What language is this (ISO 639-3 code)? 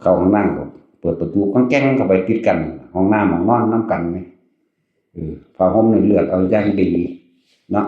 tts